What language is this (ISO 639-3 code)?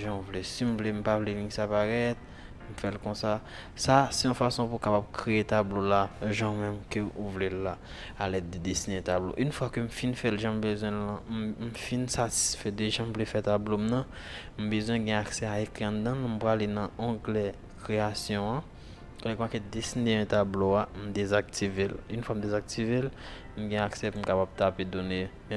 hat